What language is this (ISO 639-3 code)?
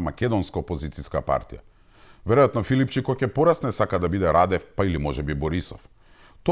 mkd